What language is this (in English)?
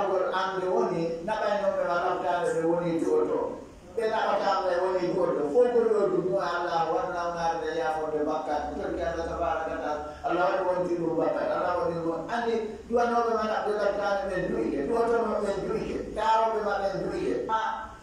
Fula